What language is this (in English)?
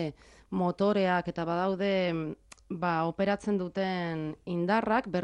Basque